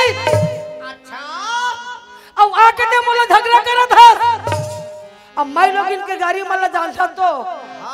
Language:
Chhattisgarhi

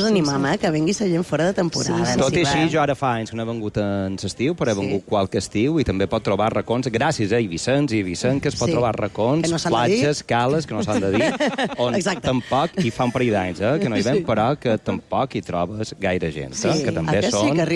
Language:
Catalan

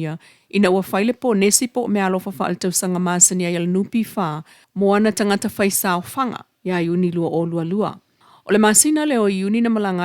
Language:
Samoan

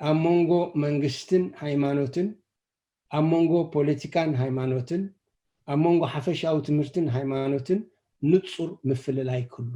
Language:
Tigrinya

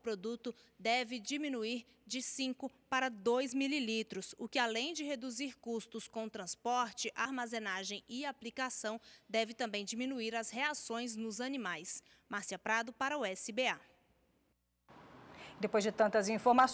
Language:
Portuguese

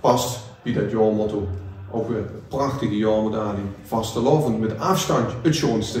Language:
Limburgish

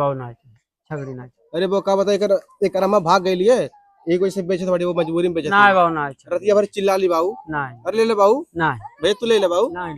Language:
Bhojpuri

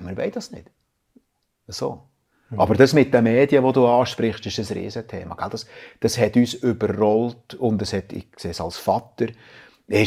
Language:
Swiss German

